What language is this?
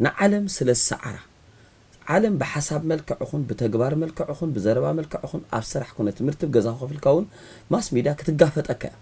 Tigrinya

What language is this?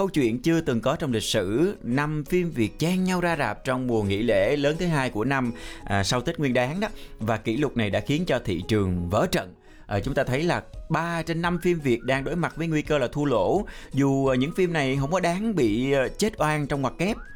Vietnamese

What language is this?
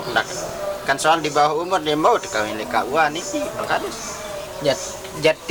Sasak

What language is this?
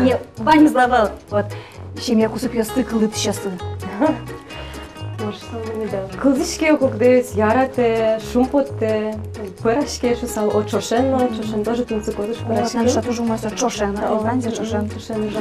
Udmurt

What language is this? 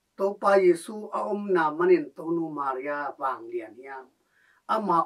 Tedim Chin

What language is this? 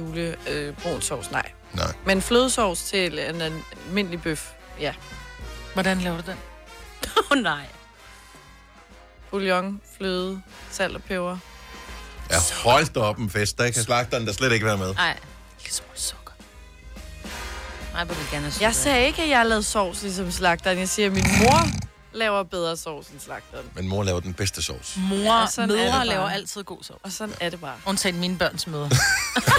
Danish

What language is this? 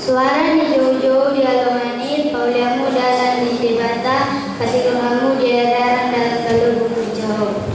Batak Toba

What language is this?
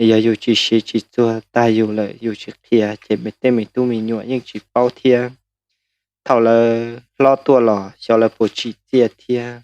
Hmong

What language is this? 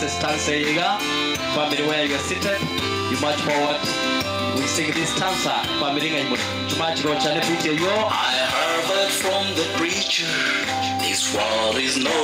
Gusii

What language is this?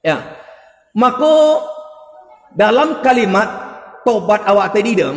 Minangkabau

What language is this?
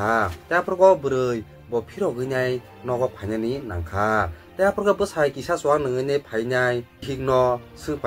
Kok Borok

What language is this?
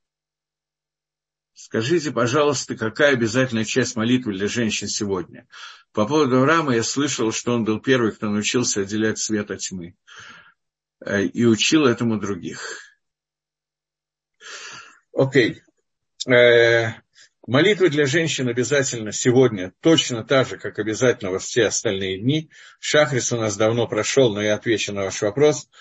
Russian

